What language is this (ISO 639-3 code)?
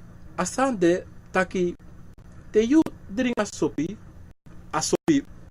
srn